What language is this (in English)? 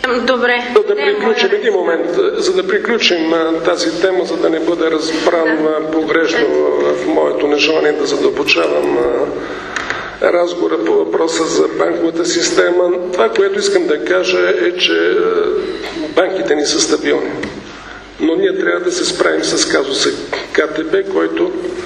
Bulgarian